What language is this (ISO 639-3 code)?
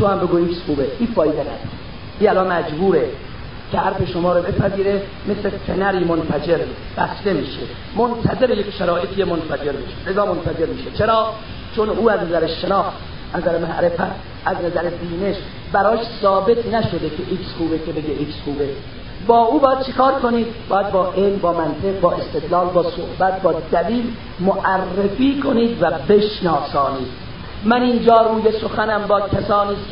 fas